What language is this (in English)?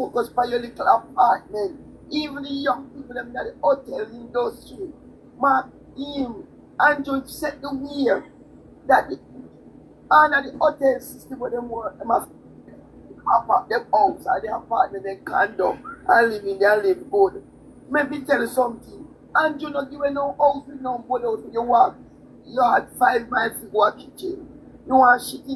Jamaican Creole English